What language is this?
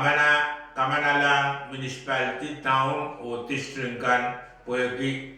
Pohnpeian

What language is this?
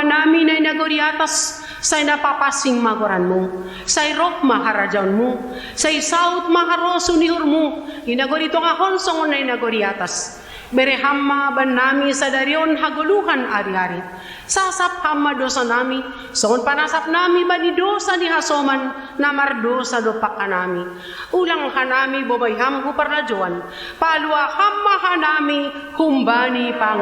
Batak Simalungun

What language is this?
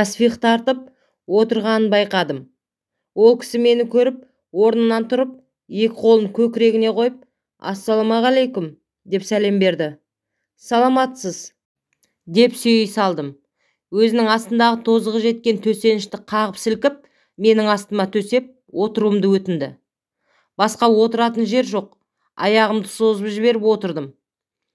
Kazakh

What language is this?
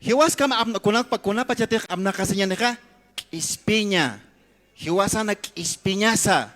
Aymara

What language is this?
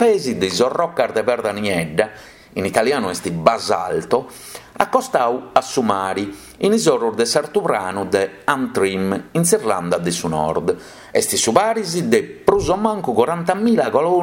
Sardinian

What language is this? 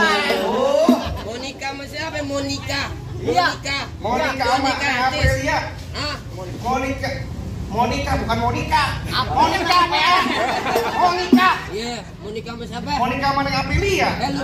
Betawi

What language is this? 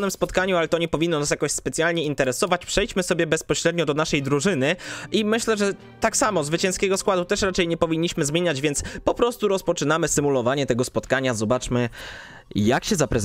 Polish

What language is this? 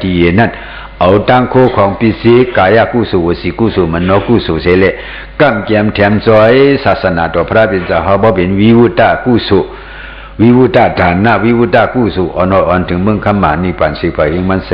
Shan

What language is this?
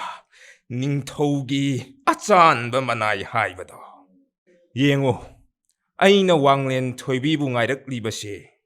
Manipuri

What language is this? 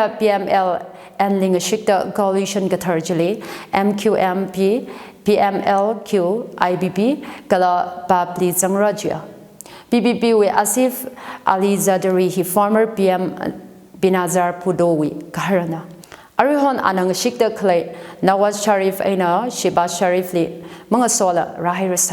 Tangkhul Naga (India)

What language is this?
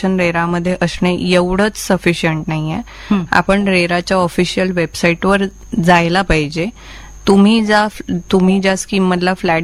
Marathi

